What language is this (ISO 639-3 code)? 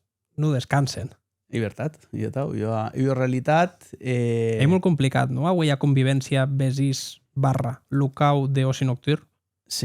oci